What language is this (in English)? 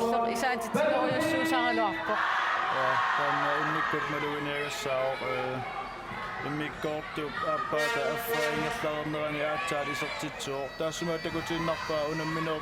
Kalaallisut